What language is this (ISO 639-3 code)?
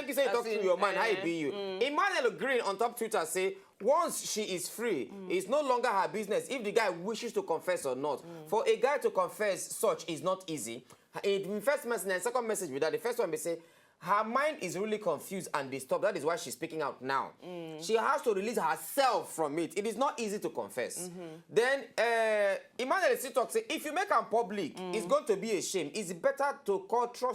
pcm